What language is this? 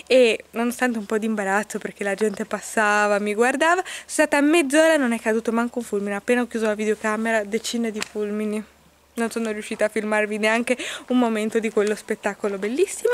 Italian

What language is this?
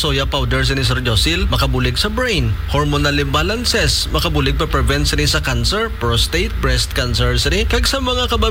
Hiligaynon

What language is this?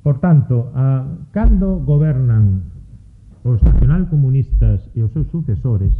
Galician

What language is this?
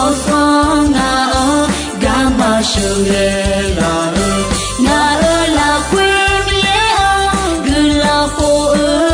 Akha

